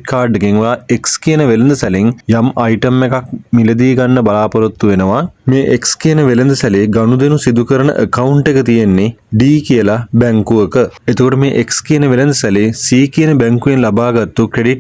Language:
Sinhala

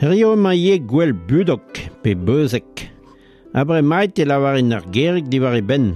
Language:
Breton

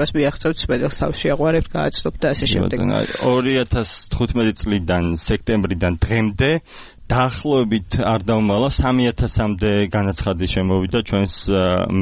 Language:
Georgian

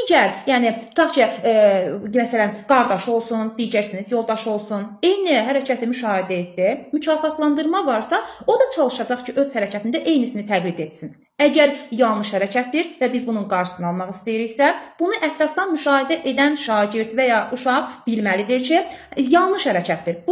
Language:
Azerbaijani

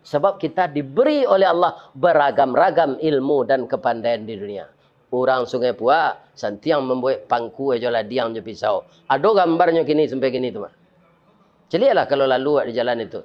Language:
Minangkabau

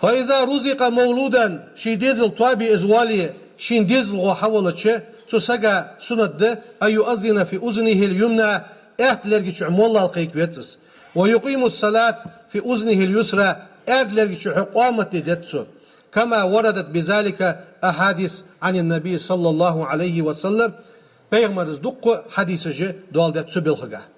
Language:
Ingush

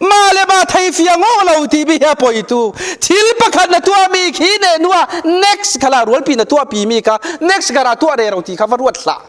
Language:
Falam Chin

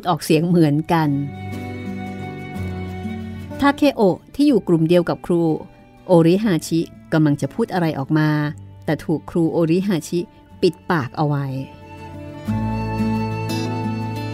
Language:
Thai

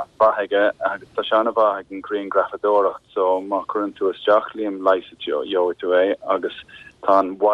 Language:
Irish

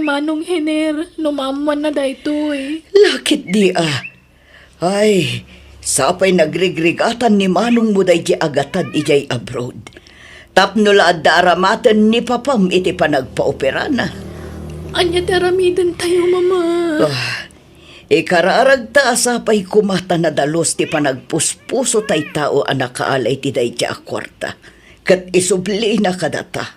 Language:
Iloko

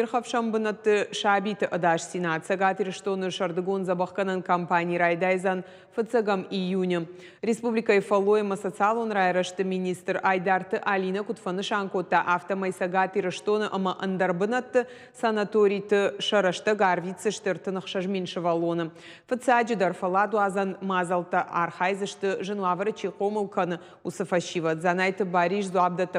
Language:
Ossetic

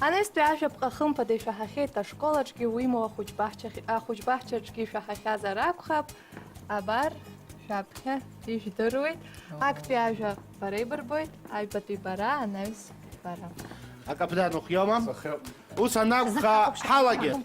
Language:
Abkhazian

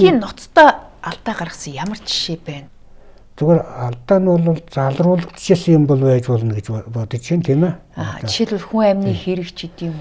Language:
Mongolian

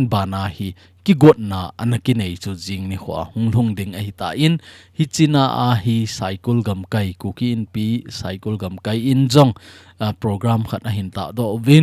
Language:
Thado Chin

